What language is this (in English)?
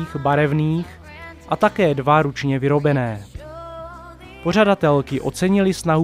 Czech